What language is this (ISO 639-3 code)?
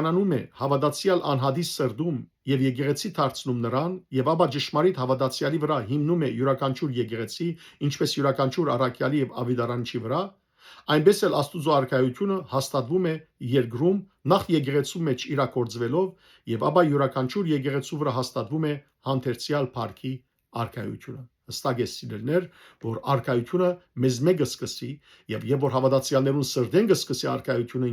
hyw